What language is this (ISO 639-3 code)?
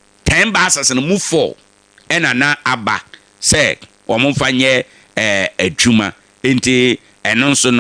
aka